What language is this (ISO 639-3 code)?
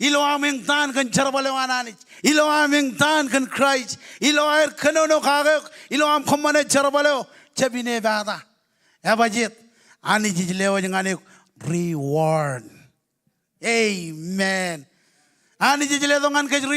mah